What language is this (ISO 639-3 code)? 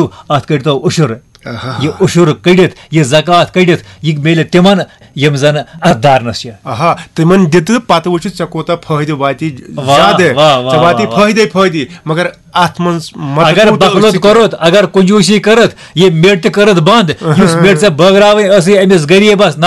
kas